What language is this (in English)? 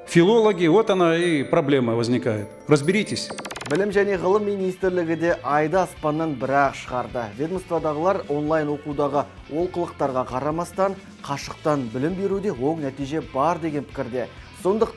Kazakh